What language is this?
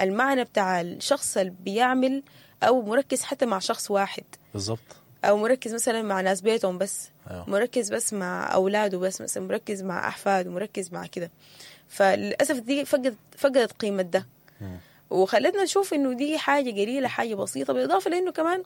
Sudanese Arabic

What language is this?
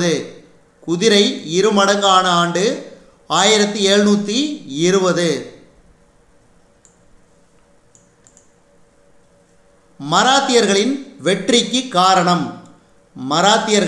Tamil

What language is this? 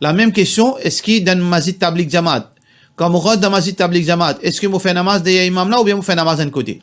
Morisyen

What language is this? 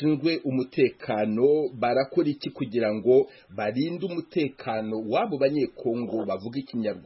Kinyarwanda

